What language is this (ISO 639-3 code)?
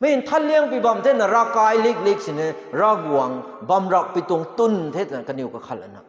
nbu